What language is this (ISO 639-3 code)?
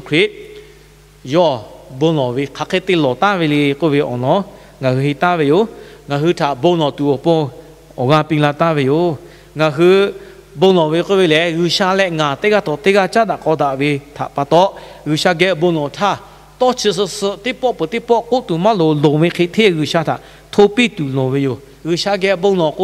lhu